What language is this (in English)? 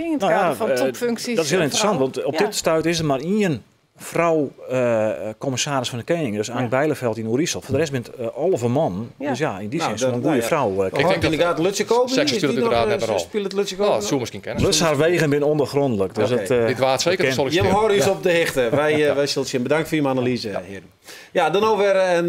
Western Frisian